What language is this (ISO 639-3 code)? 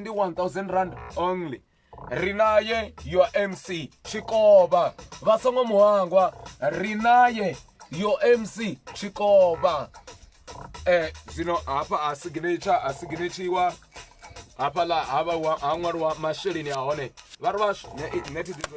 ven